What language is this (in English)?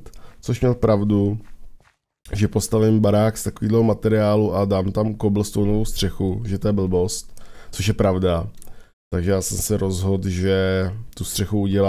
Czech